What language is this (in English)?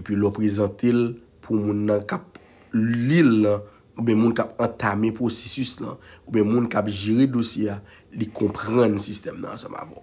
Haitian Creole